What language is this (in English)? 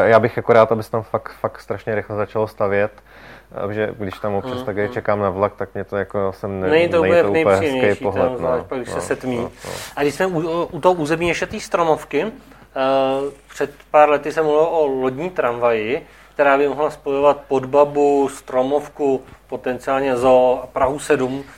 Czech